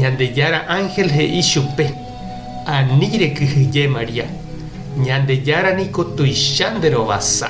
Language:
Guarani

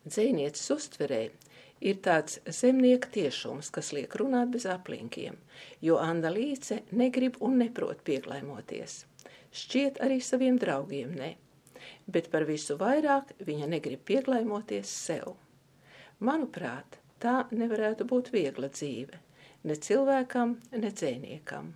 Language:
Latvian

